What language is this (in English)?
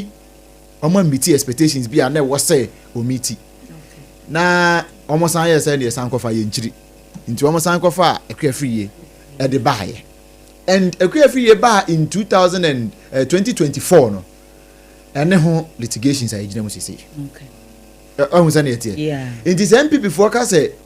Akan